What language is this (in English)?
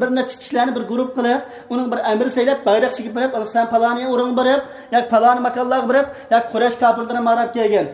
Uyghur